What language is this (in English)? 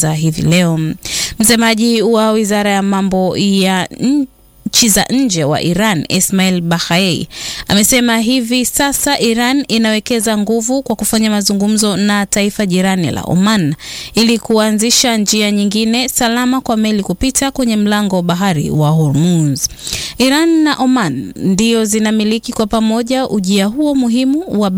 Swahili